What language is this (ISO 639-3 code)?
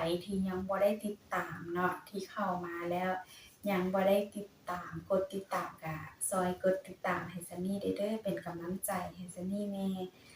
lao